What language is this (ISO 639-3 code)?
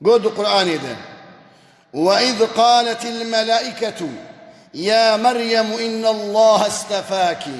kur